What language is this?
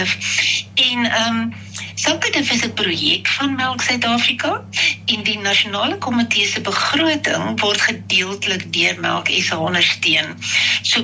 Afrikaans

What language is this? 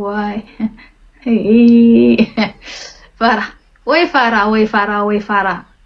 Tigrinya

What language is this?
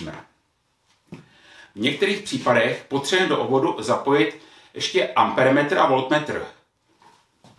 Czech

